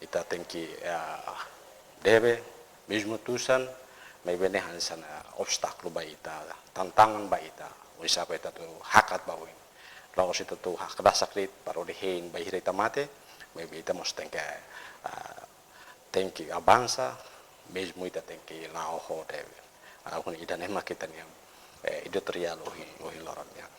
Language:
Tetum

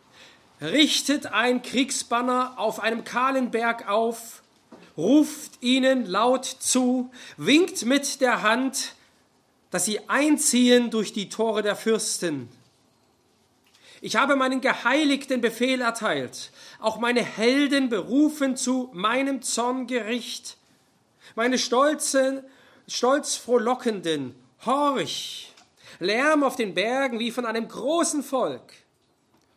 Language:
German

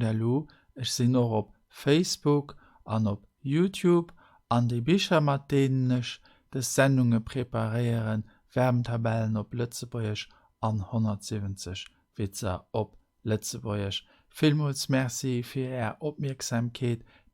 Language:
Luxembourgish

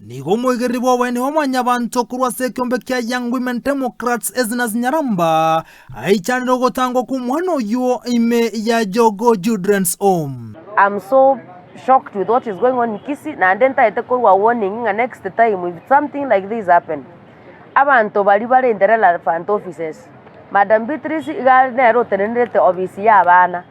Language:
Gusii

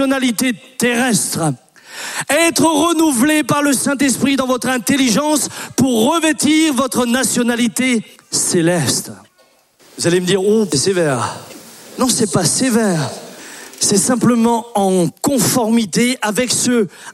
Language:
French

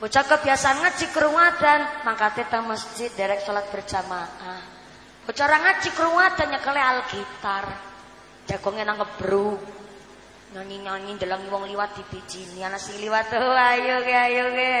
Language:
Javanese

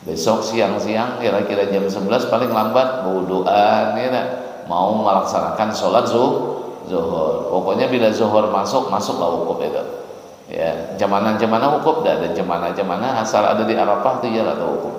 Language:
Banjar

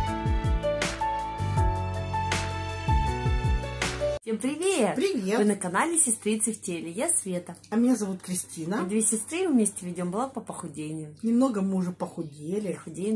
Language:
Russian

